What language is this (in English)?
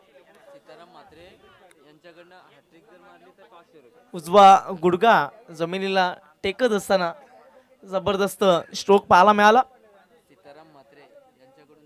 Marathi